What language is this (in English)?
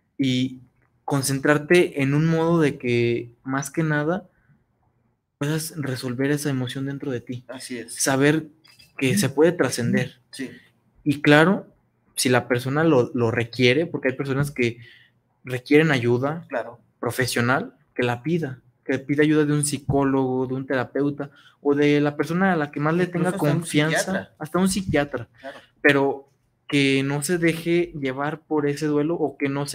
Spanish